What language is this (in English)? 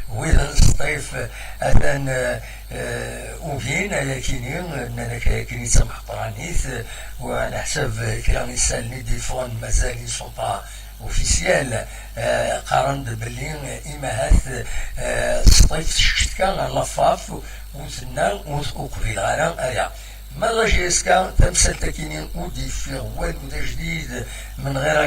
Kabyle